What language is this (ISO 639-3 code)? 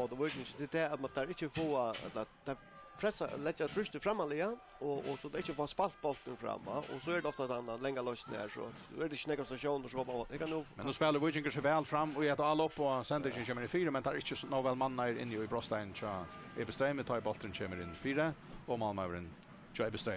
fao